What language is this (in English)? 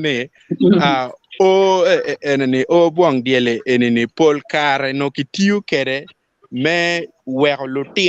Acoli